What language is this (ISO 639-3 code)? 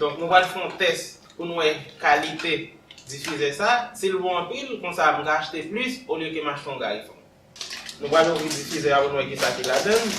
hat